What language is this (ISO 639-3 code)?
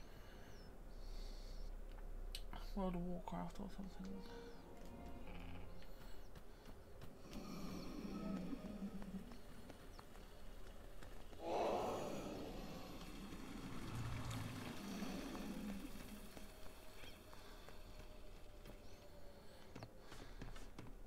eng